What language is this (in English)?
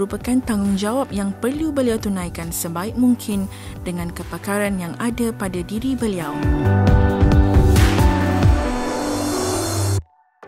Malay